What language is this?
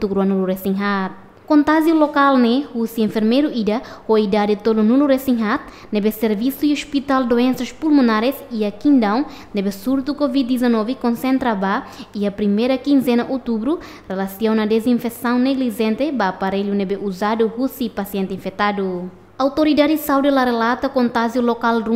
Tetum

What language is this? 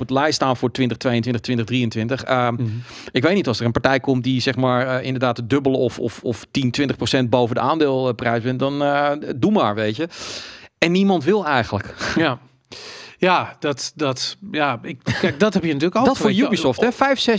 Dutch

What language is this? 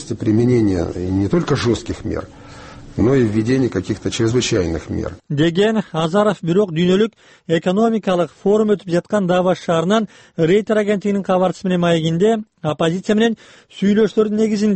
Kyrgyz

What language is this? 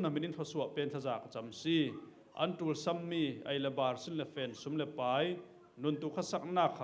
Falam Chin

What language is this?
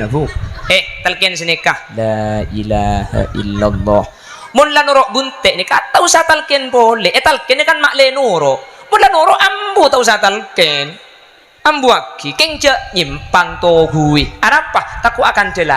Madurese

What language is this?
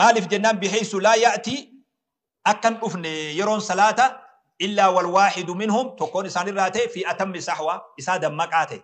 Oromo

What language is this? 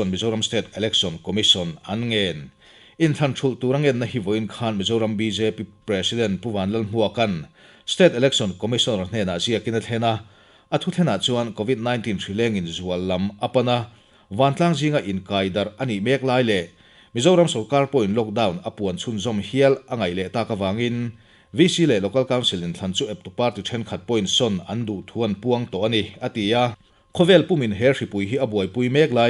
Mizo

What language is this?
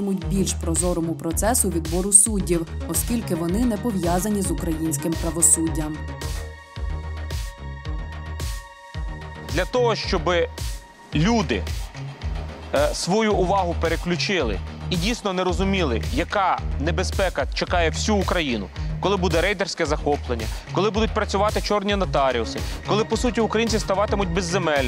Ukrainian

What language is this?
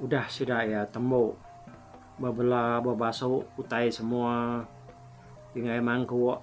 Iban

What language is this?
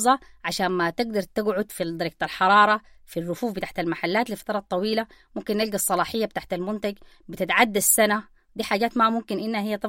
Sudanese Arabic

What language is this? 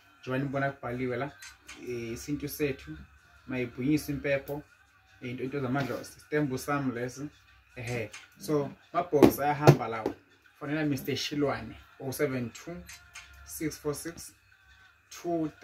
Zulu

